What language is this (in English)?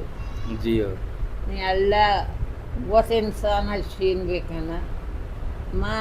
Baluchi